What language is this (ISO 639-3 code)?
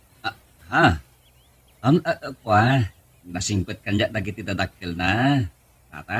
ilo